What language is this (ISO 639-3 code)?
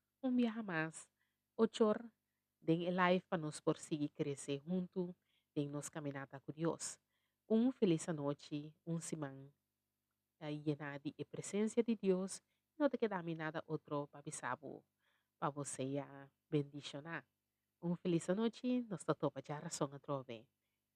pap